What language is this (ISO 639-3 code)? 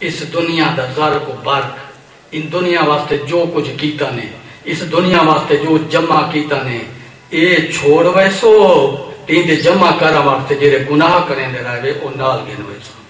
skr